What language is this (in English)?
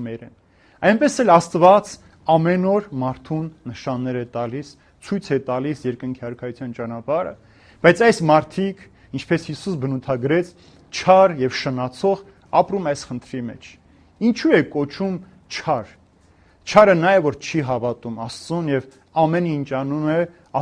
Armenian